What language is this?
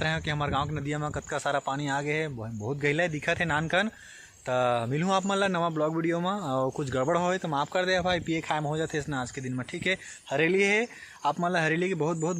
Chhattisgarhi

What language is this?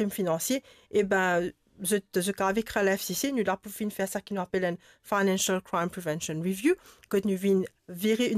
Morisyen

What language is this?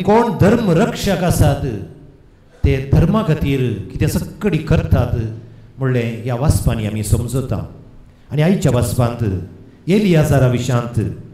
Konkani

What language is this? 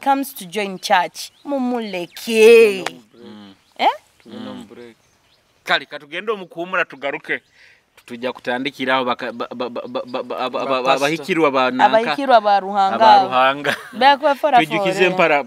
Nyoro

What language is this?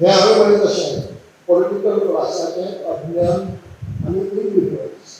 Konkani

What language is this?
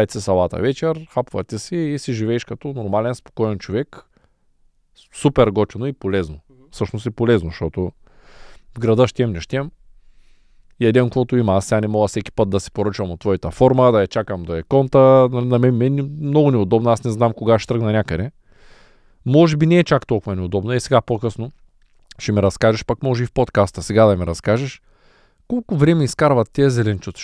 Bulgarian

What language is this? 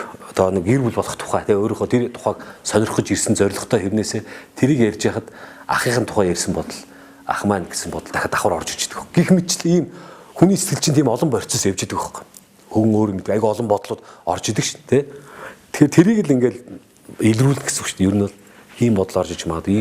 Mongolian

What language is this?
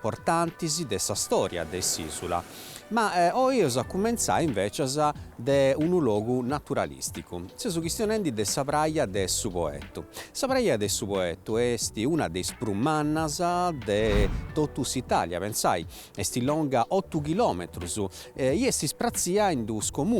Sardinian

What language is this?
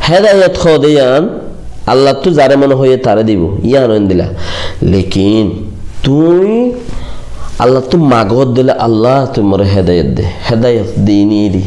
Rohingya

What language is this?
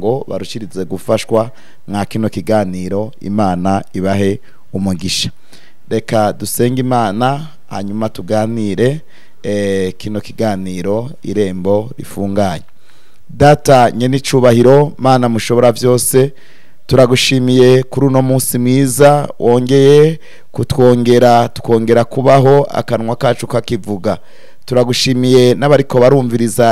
Rundi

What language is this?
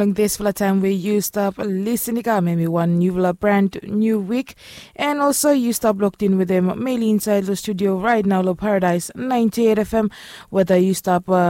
Bislama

